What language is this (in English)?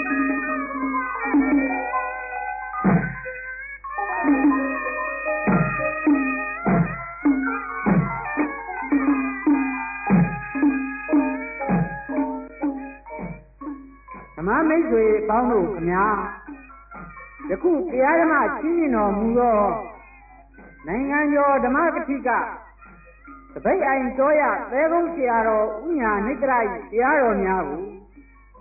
Burmese